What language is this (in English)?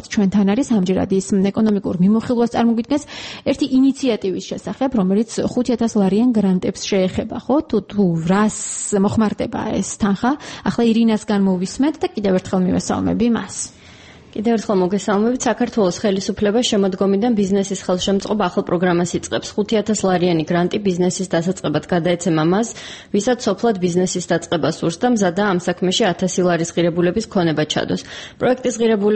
Georgian